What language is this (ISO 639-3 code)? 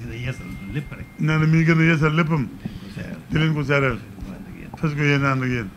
wol